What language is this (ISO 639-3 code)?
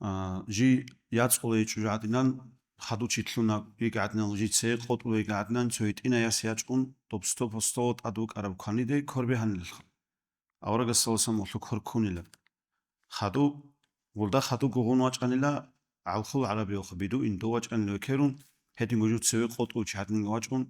ava